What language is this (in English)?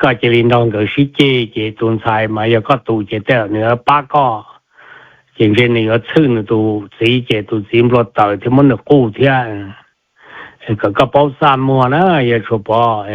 Hmong